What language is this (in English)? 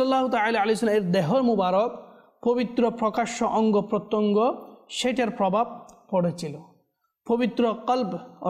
Bangla